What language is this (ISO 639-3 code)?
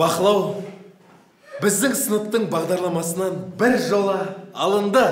kaz